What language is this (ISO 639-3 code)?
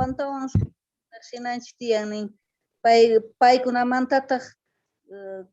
quh